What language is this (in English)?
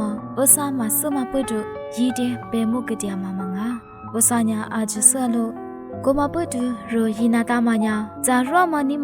Lisu